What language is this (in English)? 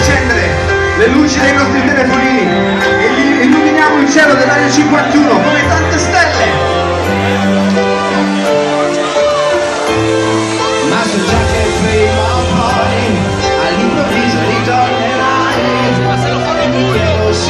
Italian